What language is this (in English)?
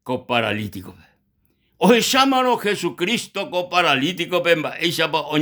Guarani